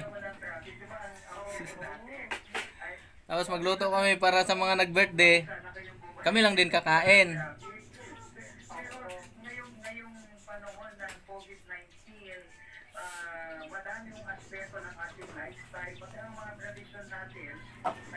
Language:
Filipino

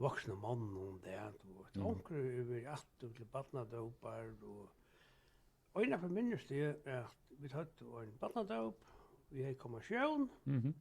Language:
Faroese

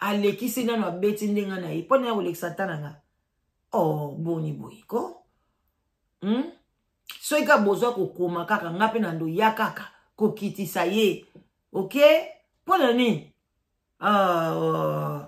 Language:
Lingala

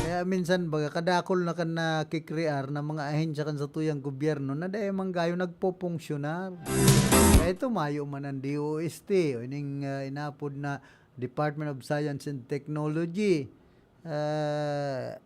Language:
Bikol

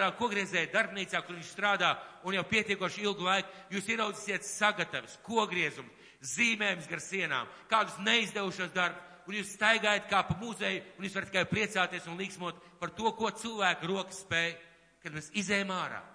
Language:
Latvian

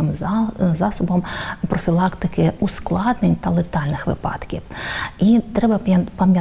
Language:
Ukrainian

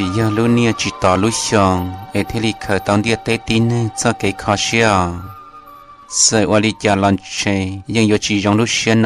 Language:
Hmong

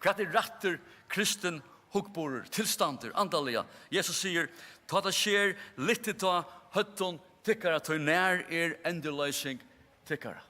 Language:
Faroese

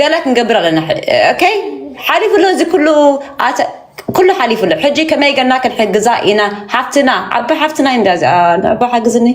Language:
Tigrinya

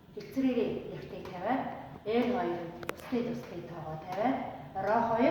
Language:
Mongolian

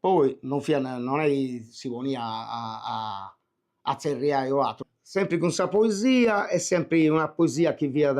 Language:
Sardinian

